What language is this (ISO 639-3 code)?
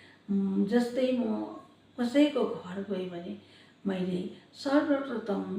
nep